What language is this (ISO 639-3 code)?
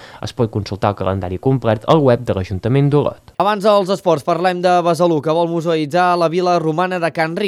cat